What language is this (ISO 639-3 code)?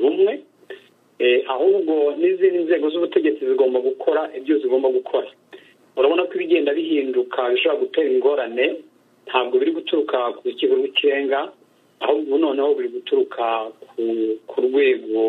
kin